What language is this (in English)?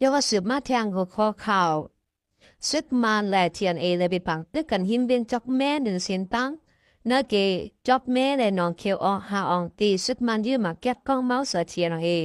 Shan